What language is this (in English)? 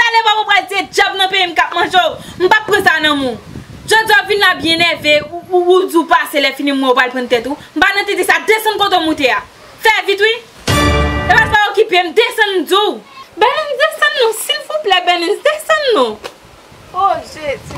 Haitian Creole